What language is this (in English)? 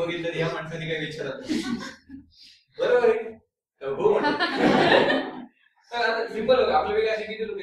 Marathi